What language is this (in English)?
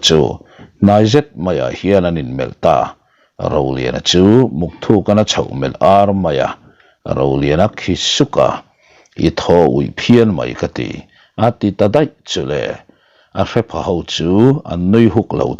Mizo